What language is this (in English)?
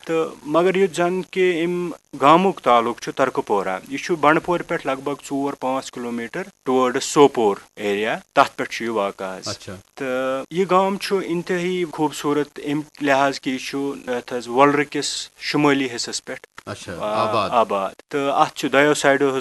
Kashmiri